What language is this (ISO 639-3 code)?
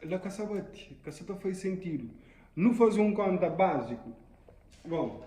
kea